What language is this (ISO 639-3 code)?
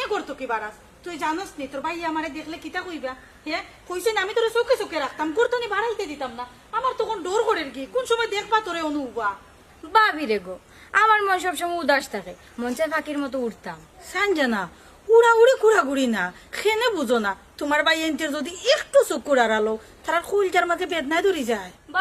syl